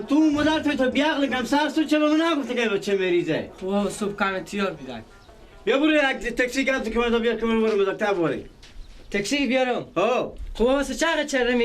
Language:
Persian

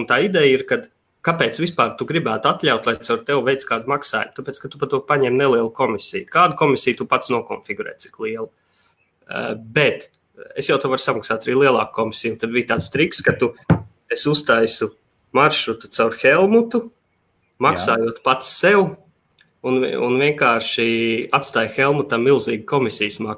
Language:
Latvian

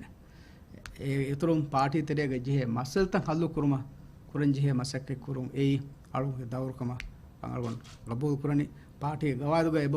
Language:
Divehi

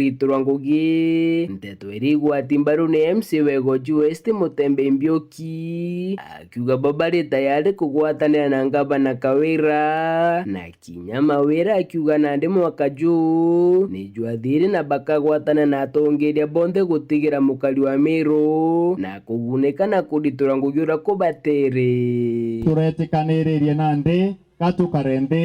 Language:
Meru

